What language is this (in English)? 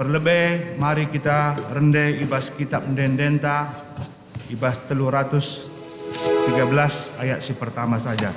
Batak Karo